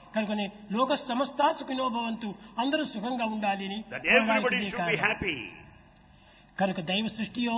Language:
Telugu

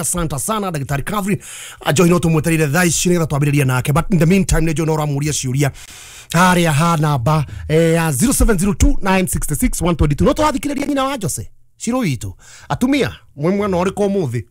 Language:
Kikuyu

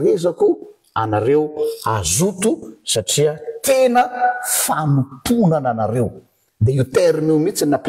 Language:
Malagasy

